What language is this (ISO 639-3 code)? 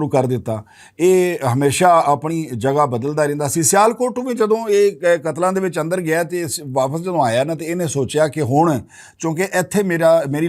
lah